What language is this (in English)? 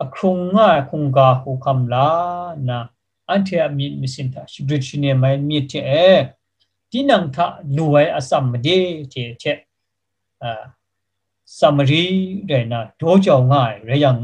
Kachin